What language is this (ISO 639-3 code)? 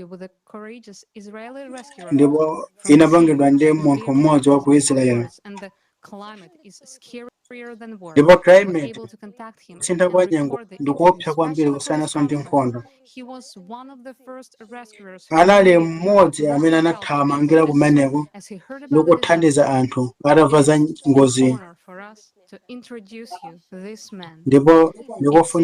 nya